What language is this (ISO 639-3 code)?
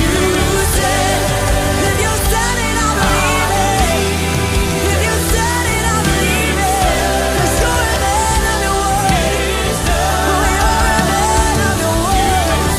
fij